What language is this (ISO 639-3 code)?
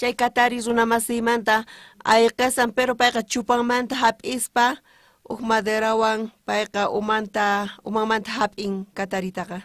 quh